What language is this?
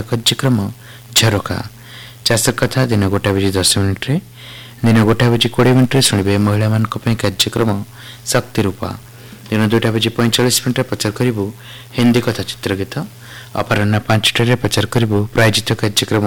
Odia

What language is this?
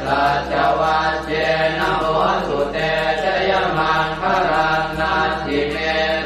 Pali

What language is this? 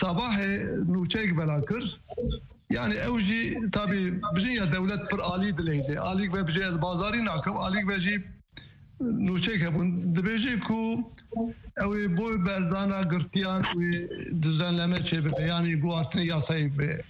Kurdish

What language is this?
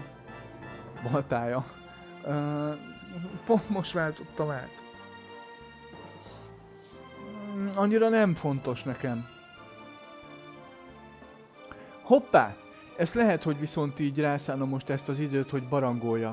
Hungarian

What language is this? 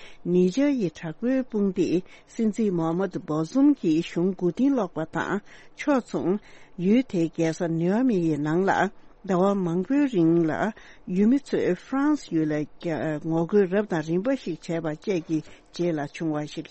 Tibetan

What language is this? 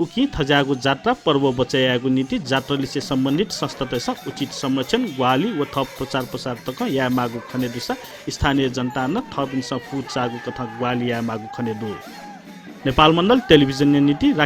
Newari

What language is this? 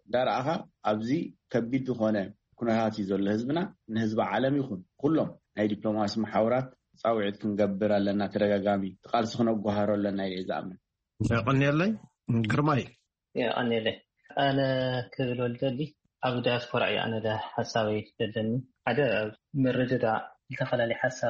Tigrinya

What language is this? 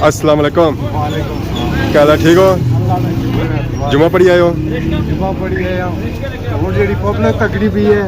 Pahari-Potwari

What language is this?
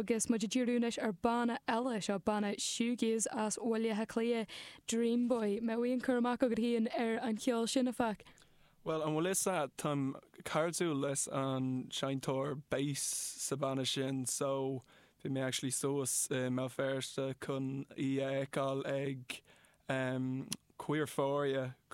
Irish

